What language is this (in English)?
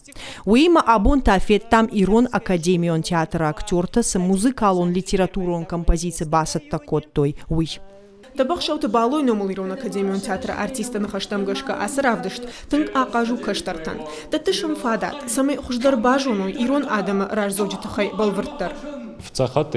Ossetic